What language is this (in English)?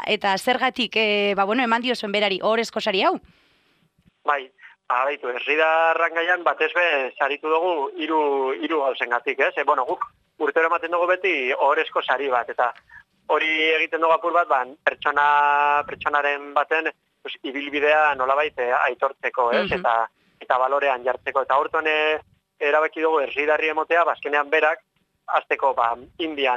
Basque